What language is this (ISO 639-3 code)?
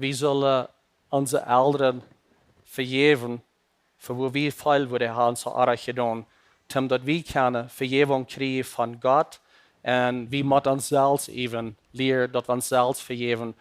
pdt